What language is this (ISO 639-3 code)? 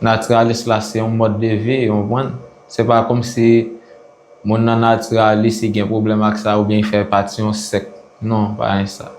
hat